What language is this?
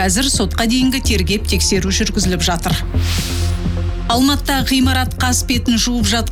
Kazakh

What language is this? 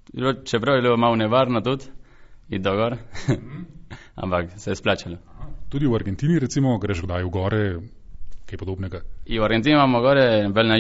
Slovenian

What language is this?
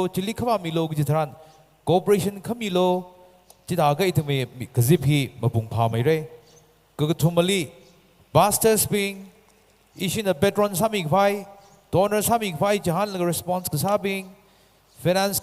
Tangkhul Naga (India)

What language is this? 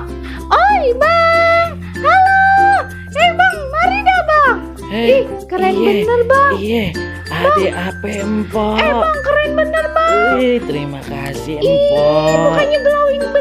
Betawi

